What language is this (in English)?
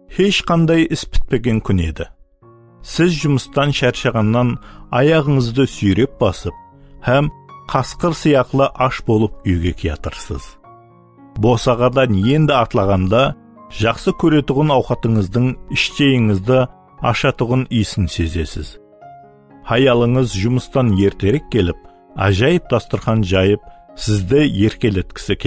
Kara-Kalpak